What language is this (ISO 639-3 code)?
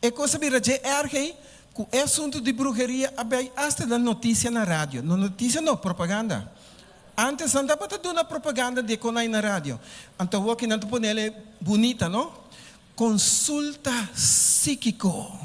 pap